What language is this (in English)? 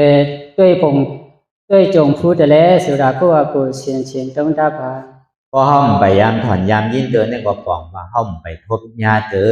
Shan